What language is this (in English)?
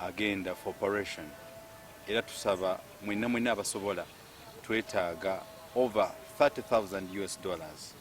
Ganda